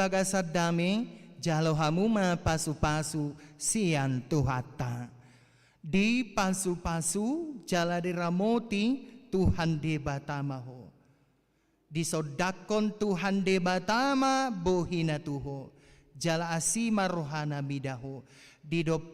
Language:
Batak Toba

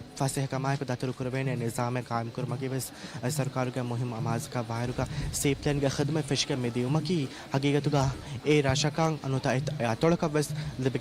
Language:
Divehi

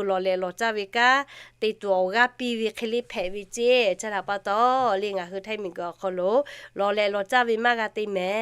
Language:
Lahu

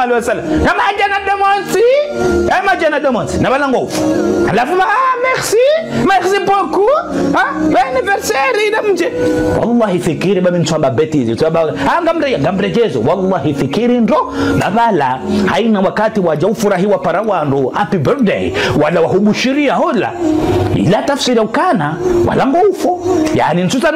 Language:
Ngazidja Comorian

